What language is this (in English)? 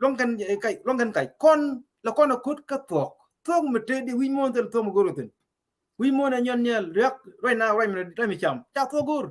Nuer